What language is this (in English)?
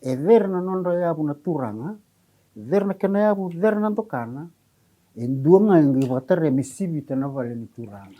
Fijian